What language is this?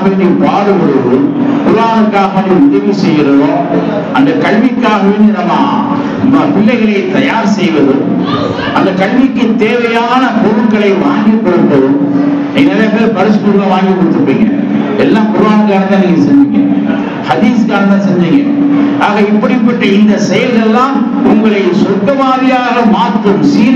Tamil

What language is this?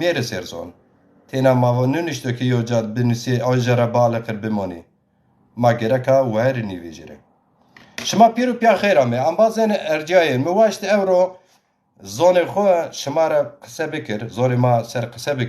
Zaza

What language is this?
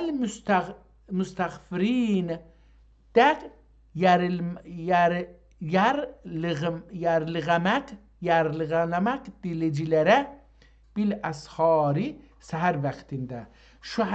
South Azerbaijani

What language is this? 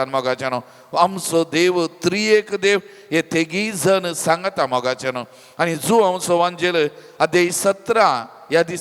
Konkani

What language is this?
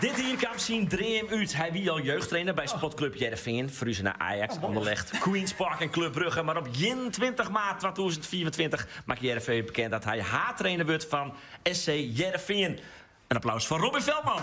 Western Frisian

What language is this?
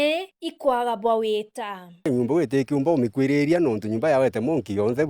Meru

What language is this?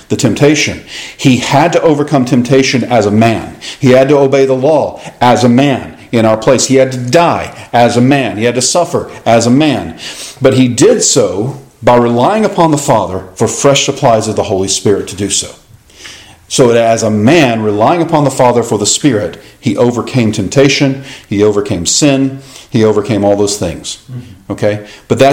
English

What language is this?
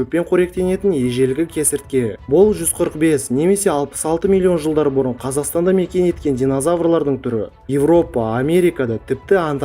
Kazakh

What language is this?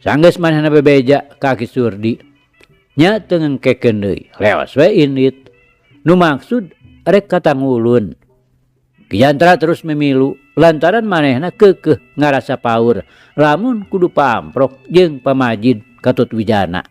Sundanese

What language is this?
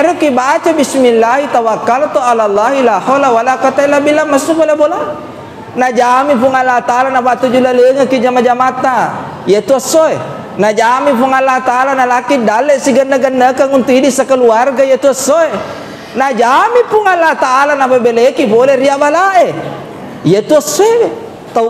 Buginese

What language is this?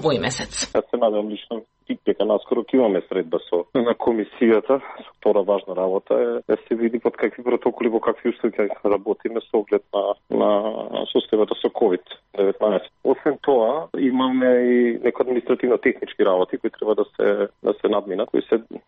Macedonian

